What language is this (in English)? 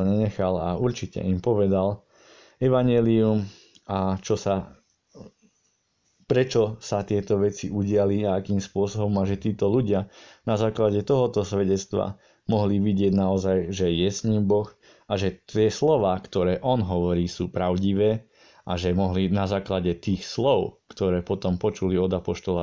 Slovak